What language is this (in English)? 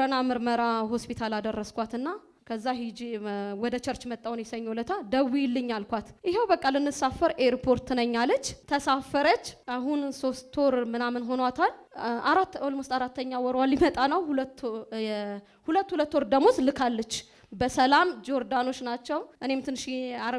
Amharic